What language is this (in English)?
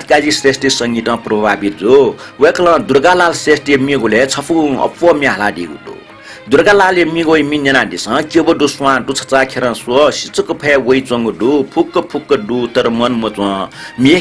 Newari